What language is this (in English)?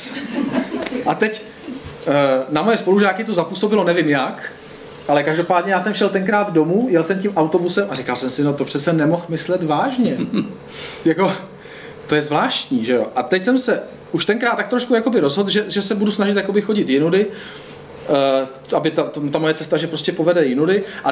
Czech